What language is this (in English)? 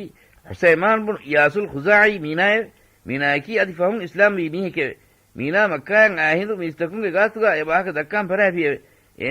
Divehi